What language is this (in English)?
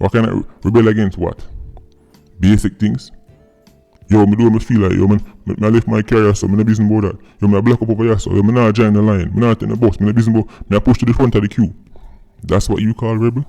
Jamaican Creole English